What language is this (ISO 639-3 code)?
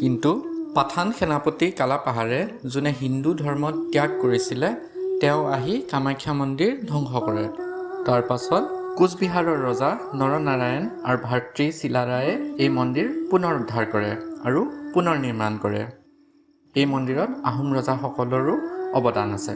asm